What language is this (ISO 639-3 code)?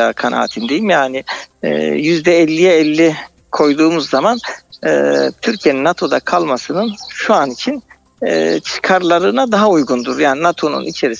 tur